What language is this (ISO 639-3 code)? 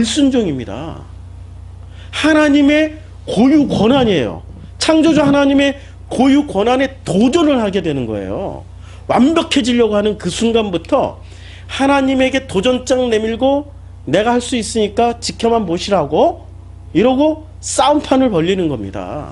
kor